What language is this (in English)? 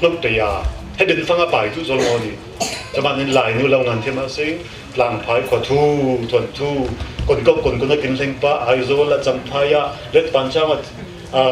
Falam Chin